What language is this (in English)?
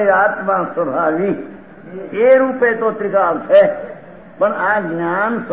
Gujarati